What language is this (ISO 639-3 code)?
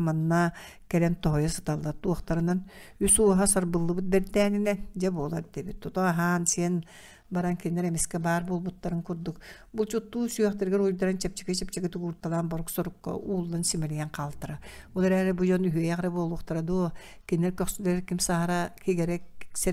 sah